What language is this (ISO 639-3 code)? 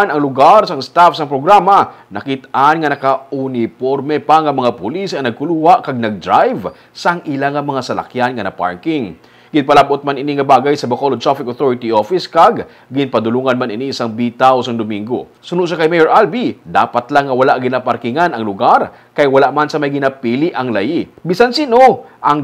hil